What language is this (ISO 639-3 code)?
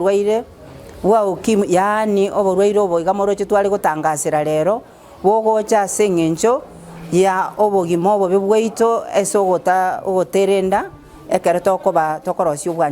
guz